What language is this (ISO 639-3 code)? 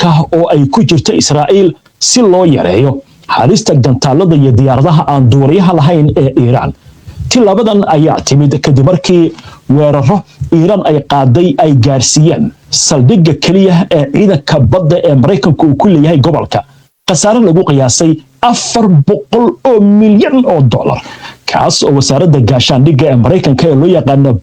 som